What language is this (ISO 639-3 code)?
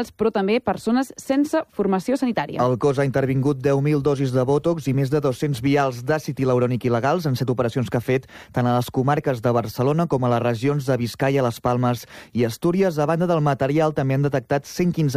cat